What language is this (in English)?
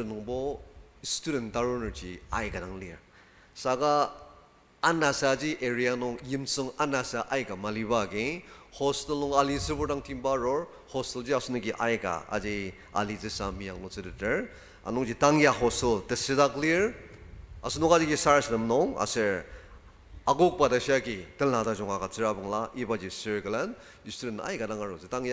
Ao Naga